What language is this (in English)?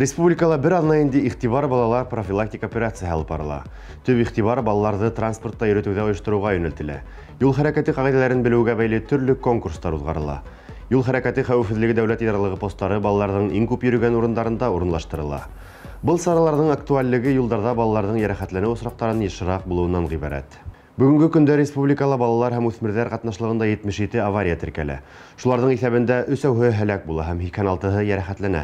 Bashkir